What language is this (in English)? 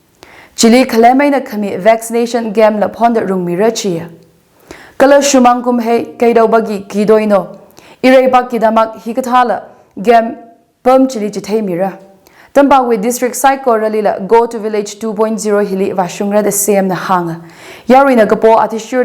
Tangkhul Naga (India)